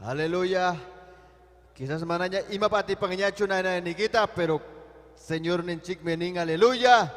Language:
Ayacucho Quechua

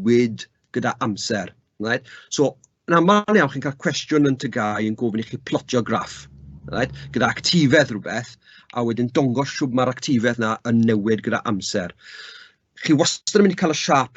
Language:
Welsh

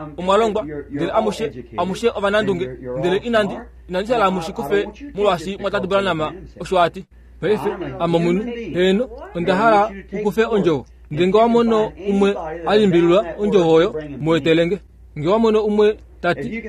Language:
Kuanyama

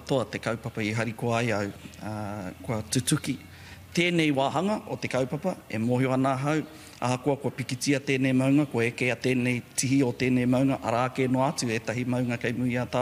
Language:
Māori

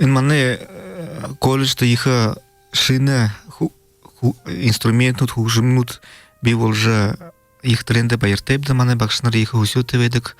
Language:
Buriat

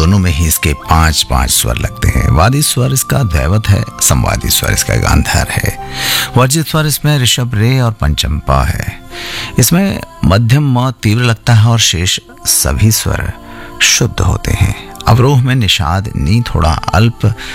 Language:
Hindi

